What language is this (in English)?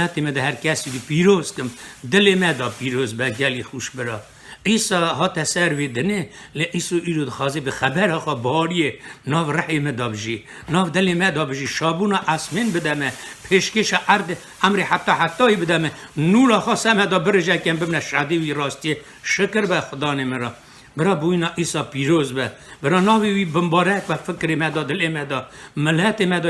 Kurdish